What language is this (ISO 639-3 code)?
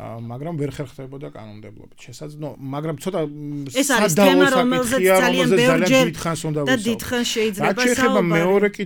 kat